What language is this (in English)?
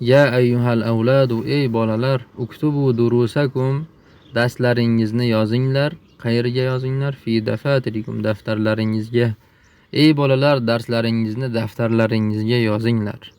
Uzbek